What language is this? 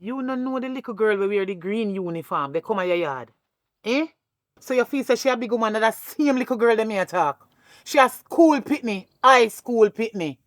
Jamaican Creole English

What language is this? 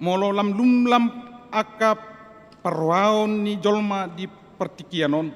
Batak Toba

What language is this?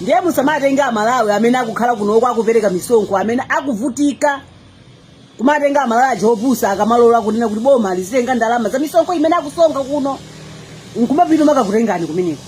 Nyanja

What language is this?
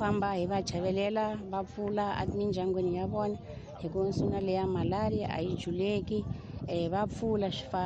Tsonga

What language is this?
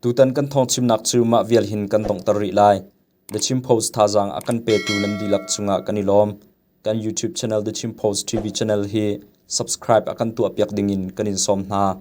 Hakha Chin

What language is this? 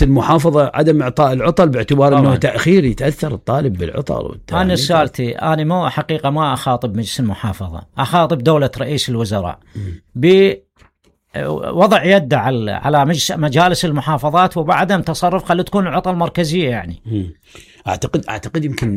Mesopotamian Arabic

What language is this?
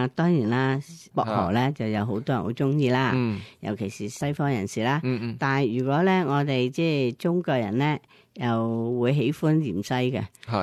Cantonese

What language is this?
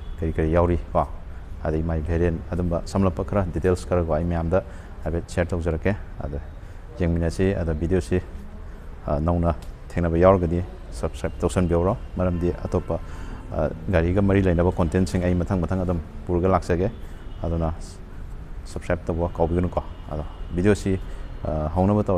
Manipuri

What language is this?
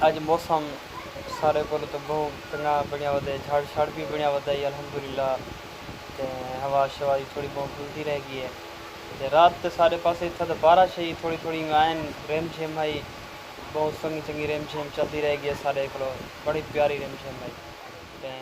Saraiki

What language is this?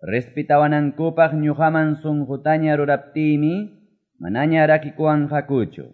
Quechua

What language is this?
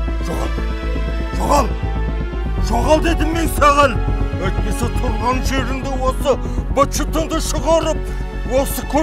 Kazakh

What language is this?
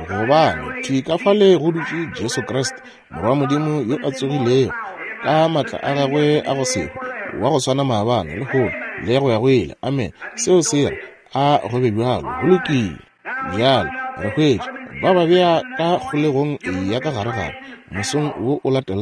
Northern Sotho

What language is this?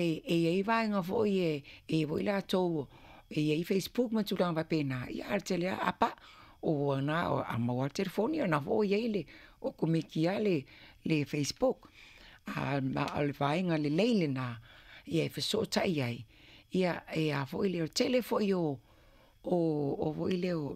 Samoan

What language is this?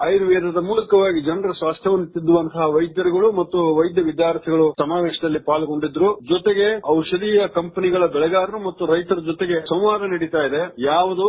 Kannada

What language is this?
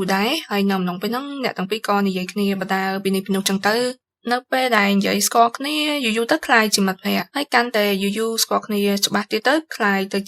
Khmer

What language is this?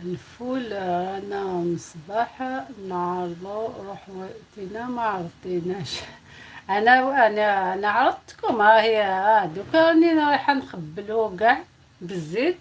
Algerian Arabic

